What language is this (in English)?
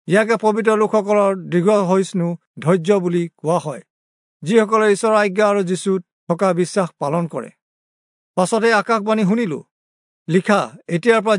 Assamese